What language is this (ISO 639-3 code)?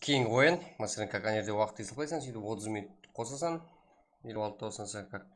kaa